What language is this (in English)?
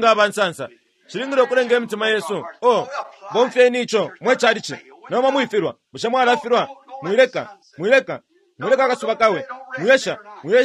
Bemba